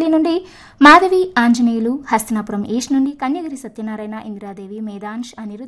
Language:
Telugu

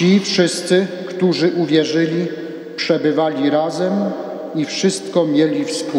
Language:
Polish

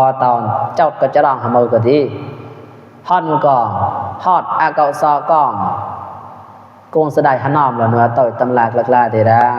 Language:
Mon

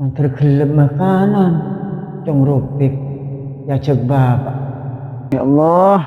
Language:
Madurese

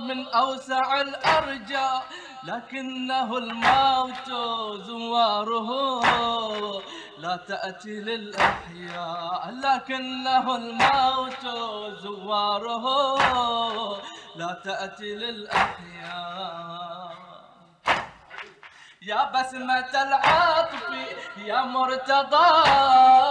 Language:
Arabic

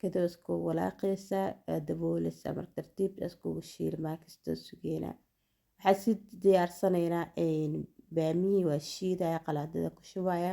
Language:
Somali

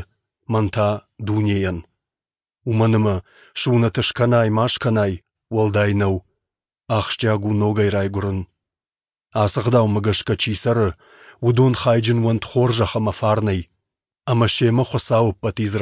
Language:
Ossetic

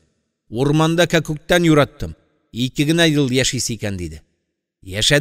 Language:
Tatar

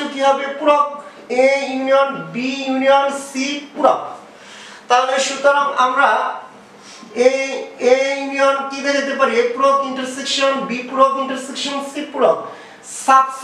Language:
Bangla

